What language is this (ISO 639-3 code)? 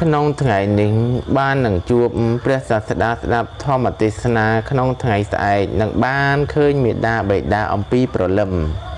khm